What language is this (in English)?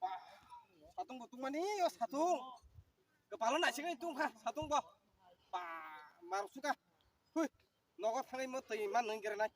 Kok Borok